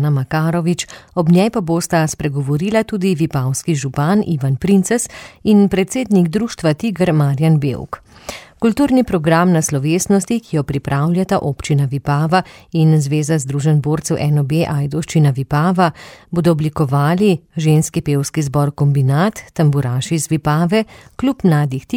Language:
Slovenian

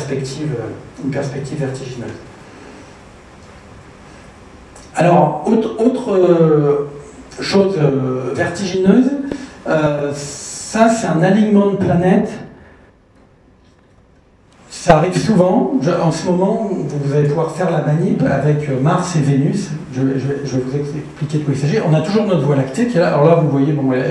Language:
French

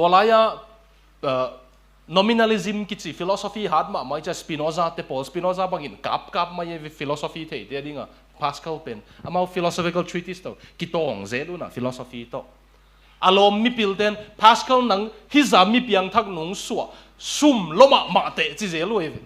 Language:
Tedim Chin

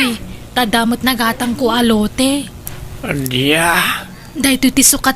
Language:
Iloko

